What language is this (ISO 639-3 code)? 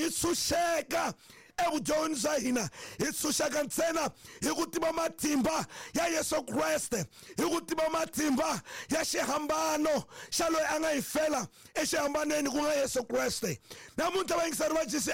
tso